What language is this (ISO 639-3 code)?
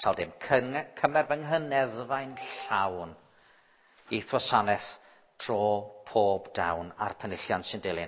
cym